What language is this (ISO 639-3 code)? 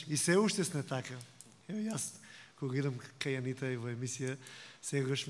mkd